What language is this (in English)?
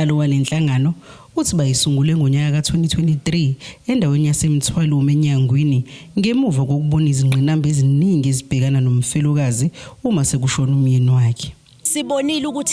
Zulu